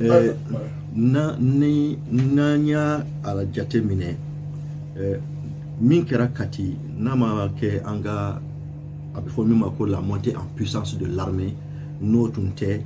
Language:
Bambara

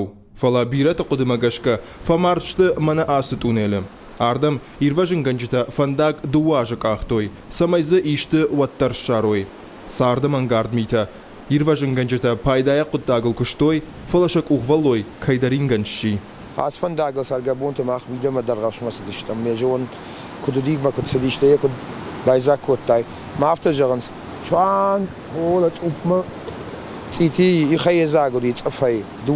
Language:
Ossetic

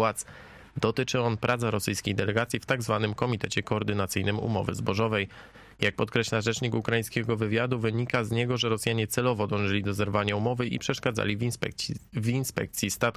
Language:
Polish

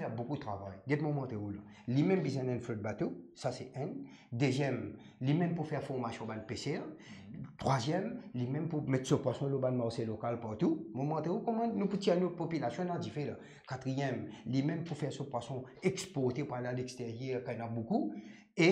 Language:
Morisyen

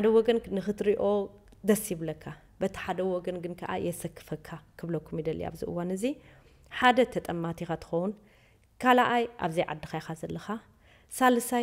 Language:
Tigrinya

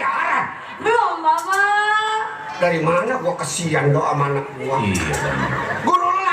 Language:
Betawi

